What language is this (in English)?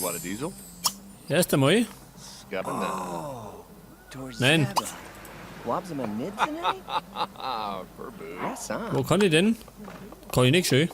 Bavarian